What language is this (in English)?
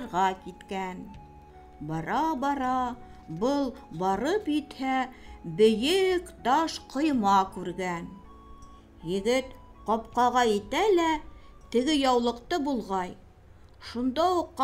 Bashkir